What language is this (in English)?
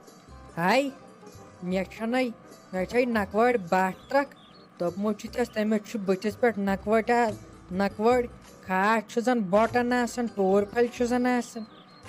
Kashmiri